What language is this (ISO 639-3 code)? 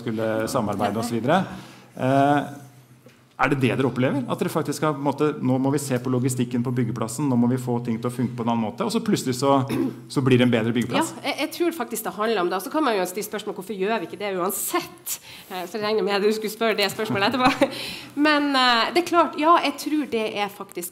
nor